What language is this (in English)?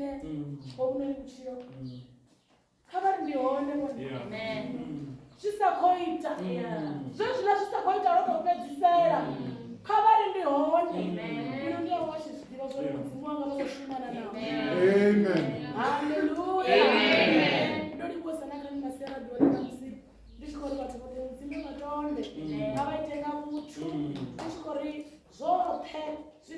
Venda